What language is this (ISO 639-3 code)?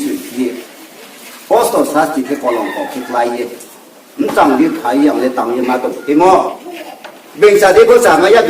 ria